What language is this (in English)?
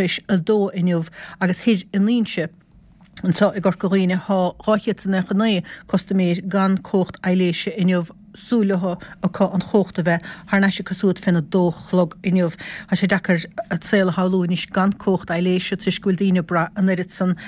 Irish